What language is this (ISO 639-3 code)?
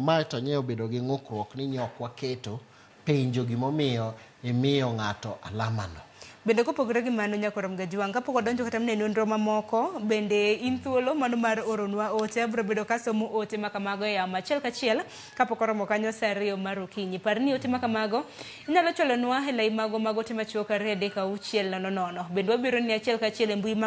luo